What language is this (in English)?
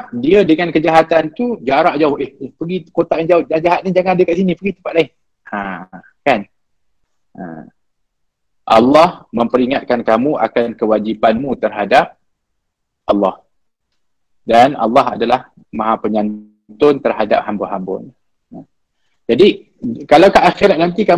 Malay